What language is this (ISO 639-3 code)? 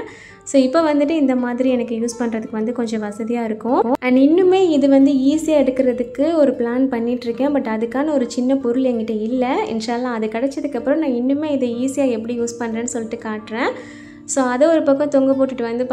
tam